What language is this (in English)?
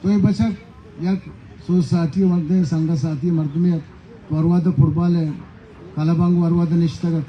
Baluchi